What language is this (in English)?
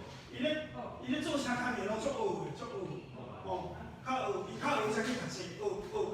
Min Nan Chinese